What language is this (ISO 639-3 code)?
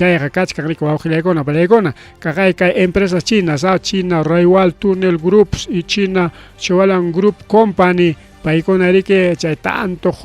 quy